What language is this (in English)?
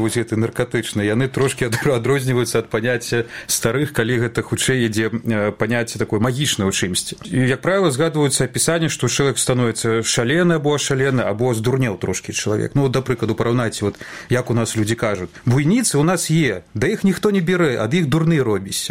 Belarusian